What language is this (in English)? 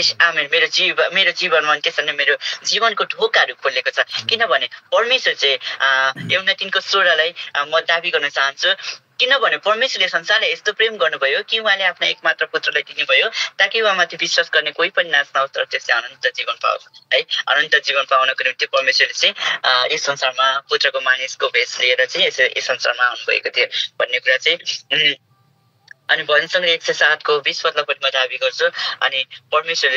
Nepali